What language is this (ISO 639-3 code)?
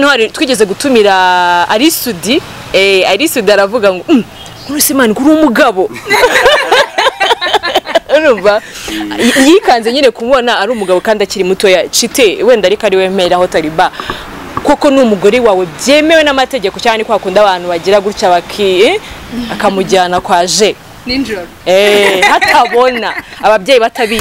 kin